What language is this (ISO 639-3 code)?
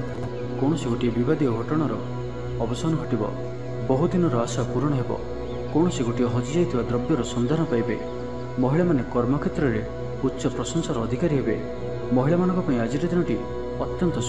ori